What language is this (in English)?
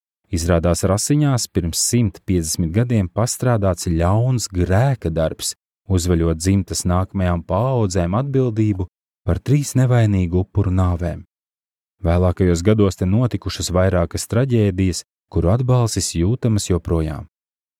Latvian